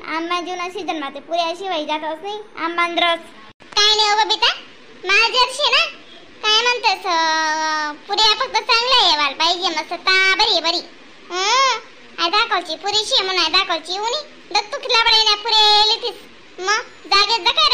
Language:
Khandesi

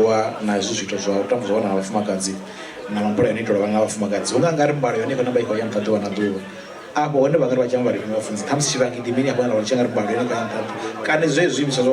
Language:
Venda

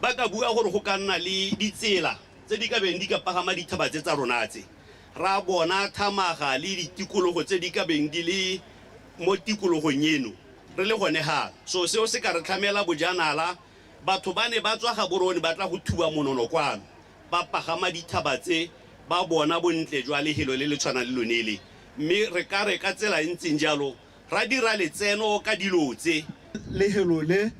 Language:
Tswana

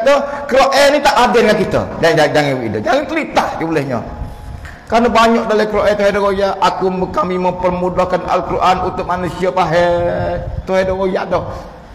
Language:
Malay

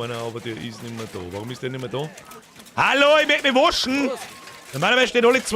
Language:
Bavarian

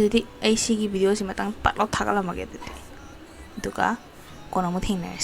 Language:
Manipuri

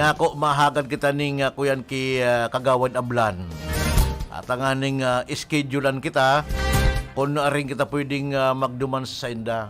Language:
Bikol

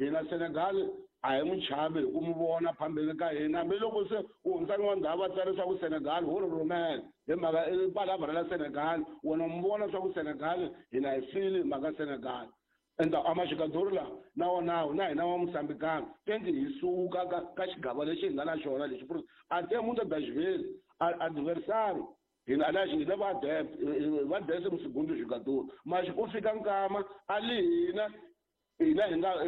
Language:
Tsonga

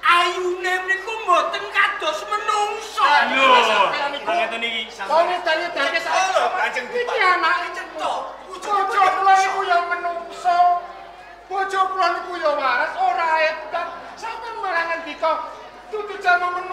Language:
Javanese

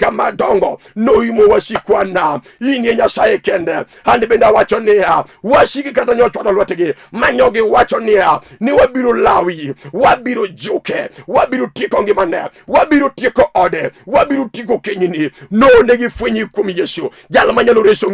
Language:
Luo (Kenya and Tanzania)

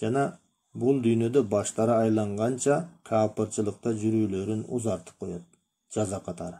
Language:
Kyrgyz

